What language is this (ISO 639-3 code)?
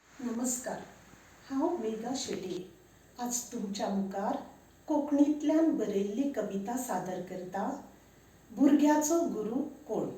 kok